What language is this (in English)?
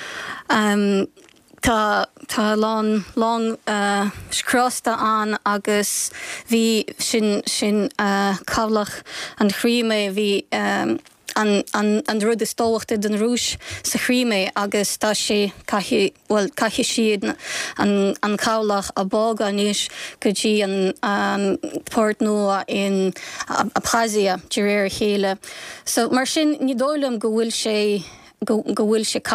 Irish